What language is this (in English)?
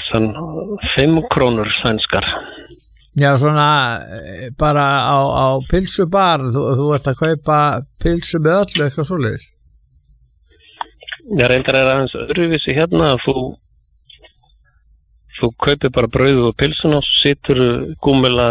Icelandic